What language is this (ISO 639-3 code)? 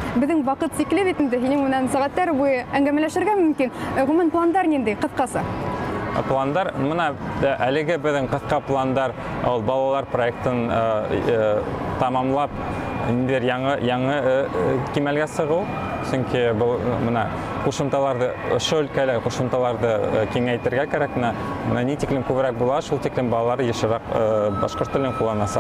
bak